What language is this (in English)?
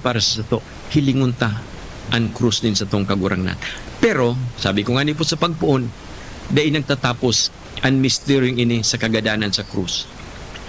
Bikol